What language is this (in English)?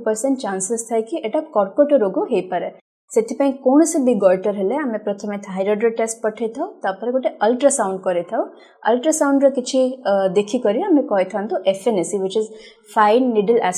Odia